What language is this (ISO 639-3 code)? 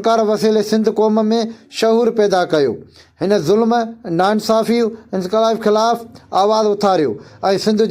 snd